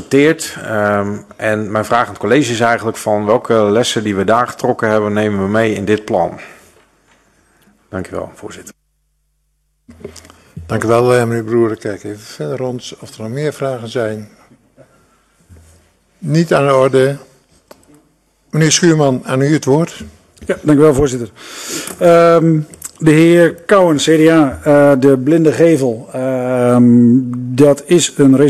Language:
Dutch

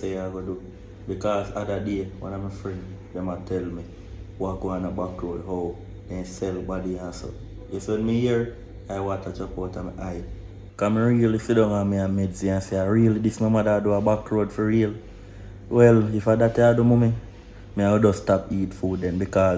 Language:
Jamaican Creole English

